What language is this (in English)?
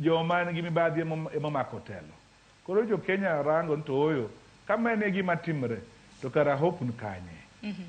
Luo (Kenya and Tanzania)